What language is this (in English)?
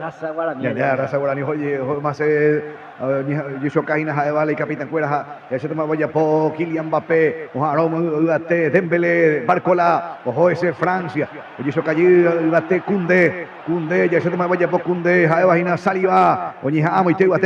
Guarani